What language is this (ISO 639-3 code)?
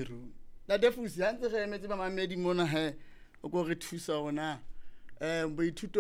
sot